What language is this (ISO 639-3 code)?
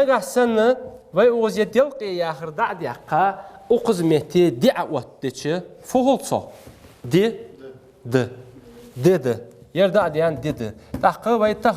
inh